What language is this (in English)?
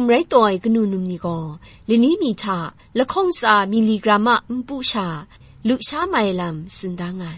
Kachin